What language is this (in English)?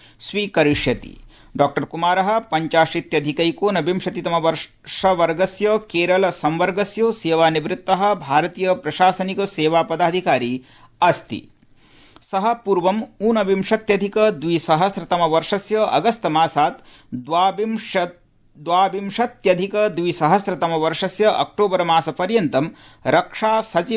Sanskrit